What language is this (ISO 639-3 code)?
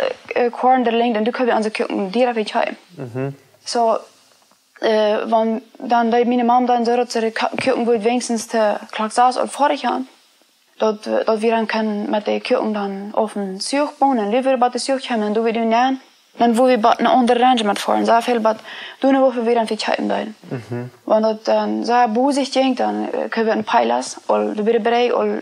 pdt